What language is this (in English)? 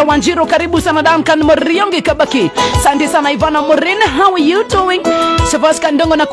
Kikuyu